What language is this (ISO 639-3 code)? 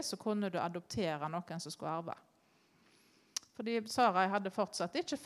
nor